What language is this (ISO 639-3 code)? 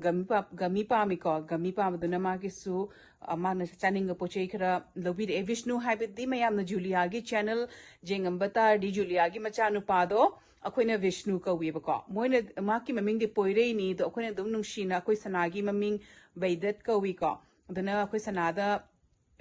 mni